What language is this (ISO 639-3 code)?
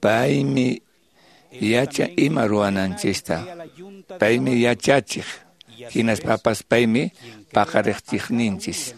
que